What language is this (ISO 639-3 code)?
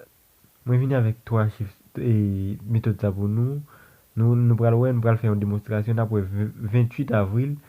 hat